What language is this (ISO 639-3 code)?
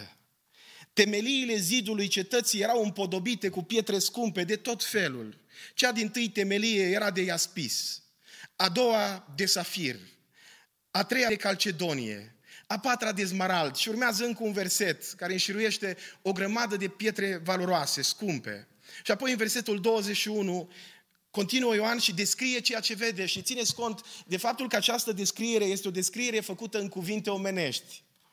ron